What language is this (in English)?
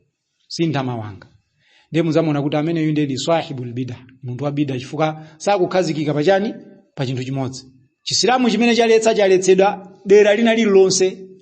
Nyanja